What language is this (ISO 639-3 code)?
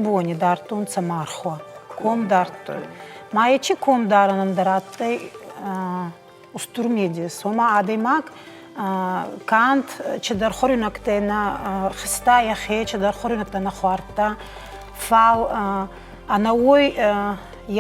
oss